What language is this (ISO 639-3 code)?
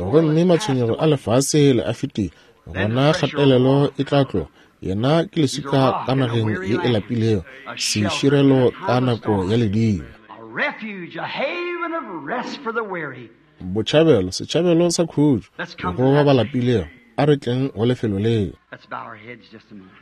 nso